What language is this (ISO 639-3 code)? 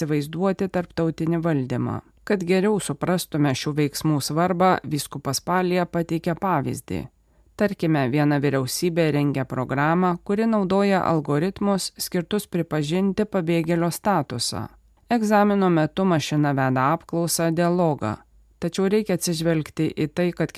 lit